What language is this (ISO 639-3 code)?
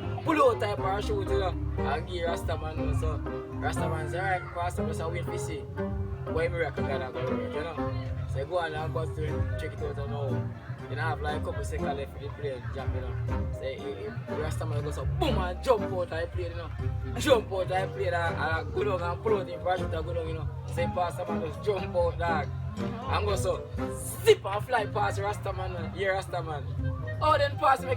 jam